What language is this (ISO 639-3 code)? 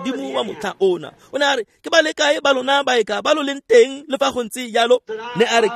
tsn